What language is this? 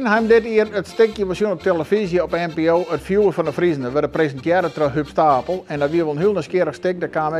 Western Frisian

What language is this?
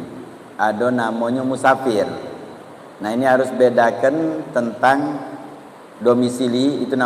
Musi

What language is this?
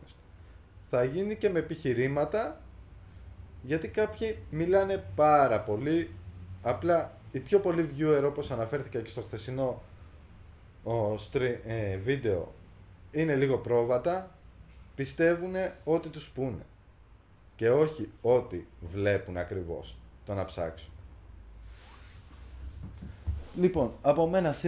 Greek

